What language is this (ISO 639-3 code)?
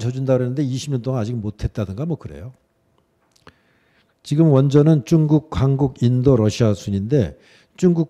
kor